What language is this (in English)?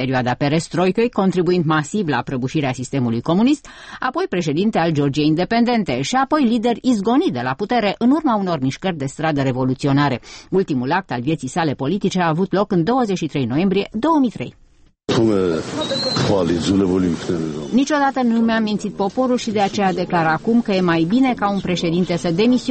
Romanian